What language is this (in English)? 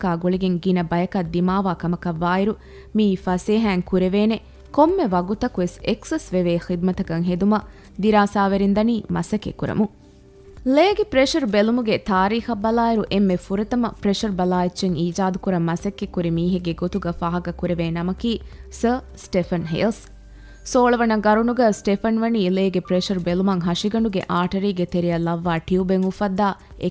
Divehi